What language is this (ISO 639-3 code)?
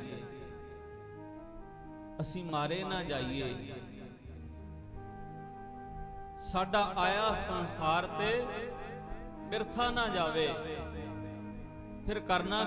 pan